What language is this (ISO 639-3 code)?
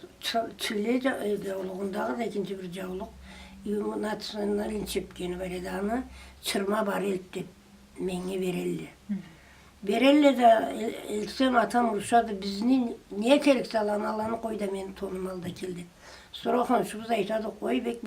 krc